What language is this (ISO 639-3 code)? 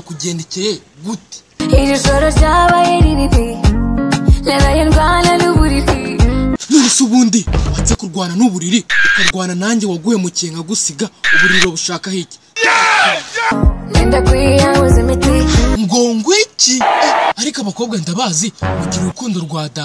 kin